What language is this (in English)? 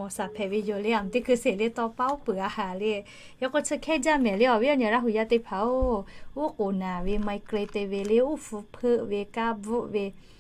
Lahu